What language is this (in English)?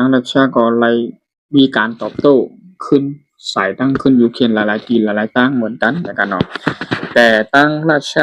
Shan